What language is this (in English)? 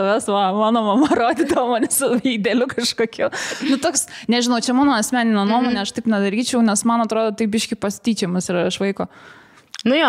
Lithuanian